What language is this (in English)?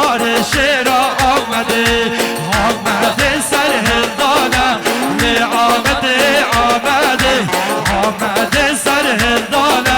Kurdish